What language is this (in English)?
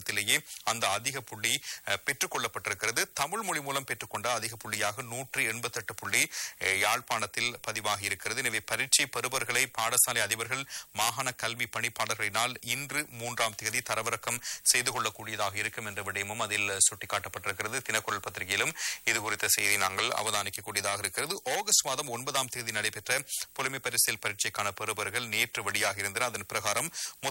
Tamil